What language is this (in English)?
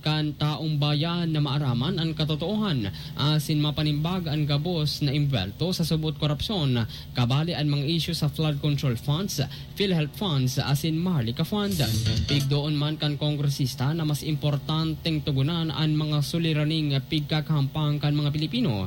Bikol